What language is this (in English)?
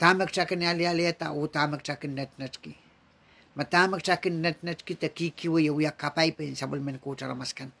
Pohnpeian